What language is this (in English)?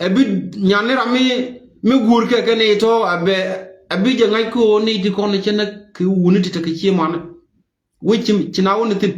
Nuer